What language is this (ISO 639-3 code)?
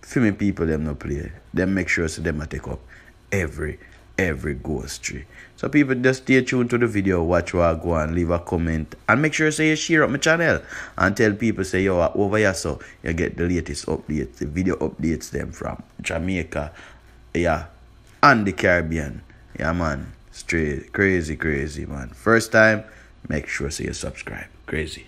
jam